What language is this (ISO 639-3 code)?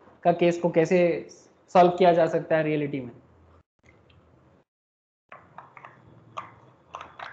hin